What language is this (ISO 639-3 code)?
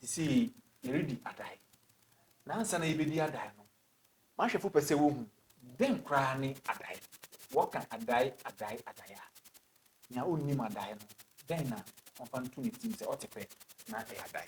aka